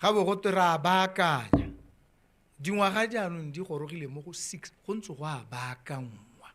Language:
Tswana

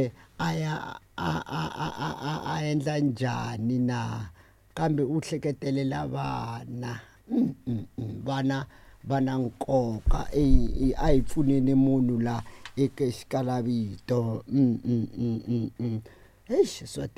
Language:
Tsonga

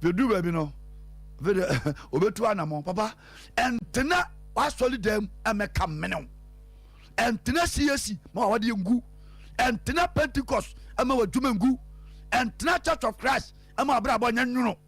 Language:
Akan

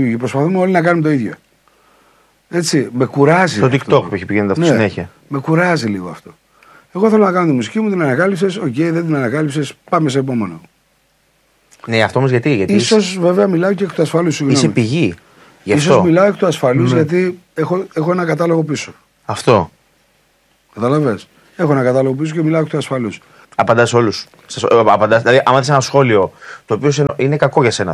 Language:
Greek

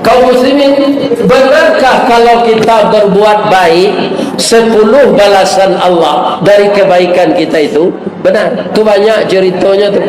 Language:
Minangkabau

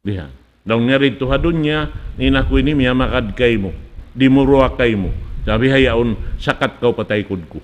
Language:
Tausug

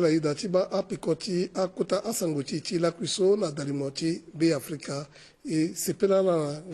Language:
Sango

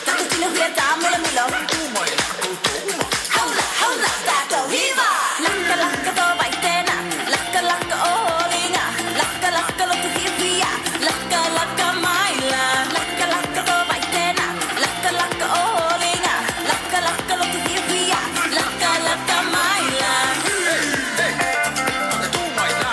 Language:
Tongan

